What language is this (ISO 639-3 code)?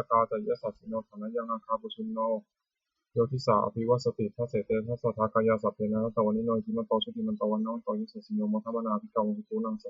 pli